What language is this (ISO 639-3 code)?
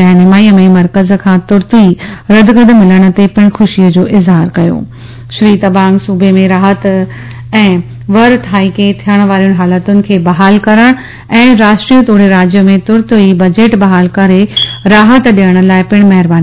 snd